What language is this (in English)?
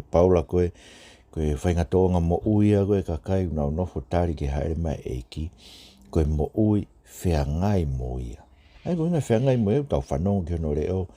Tongan